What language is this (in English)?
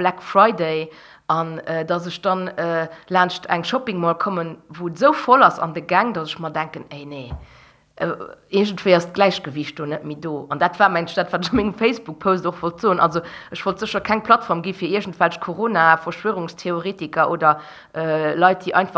Luxembourgish